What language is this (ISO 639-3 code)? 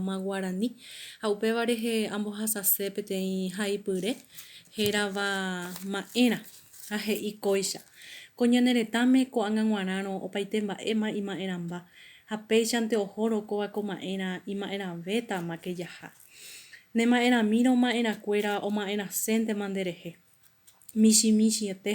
grn